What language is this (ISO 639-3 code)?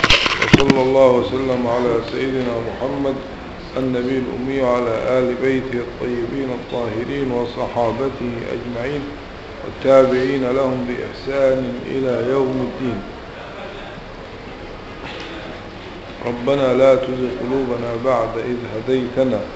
ara